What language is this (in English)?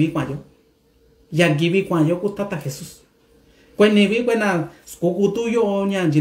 Mixtepec Mixtec